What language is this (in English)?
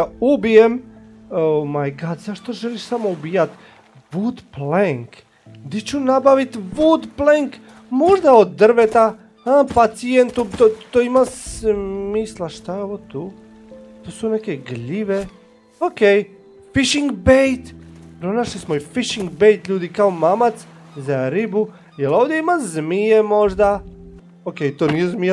Croatian